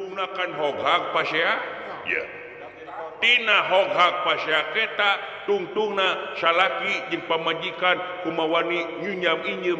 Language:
Sundanese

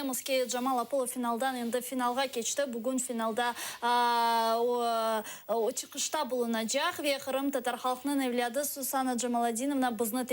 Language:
Crimean Tatar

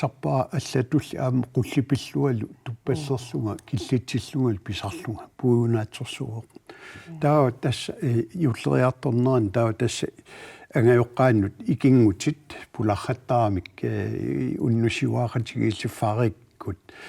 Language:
Kalaallisut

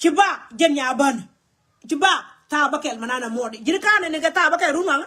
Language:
Nuer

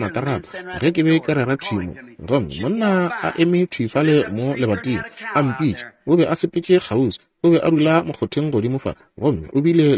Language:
Northern Sotho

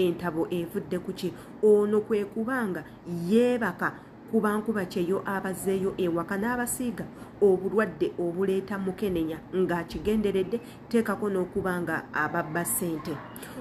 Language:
Ganda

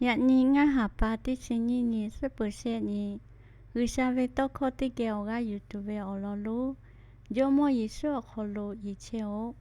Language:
Lahu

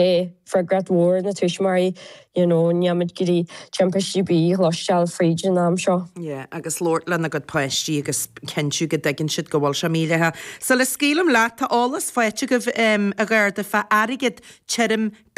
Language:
Irish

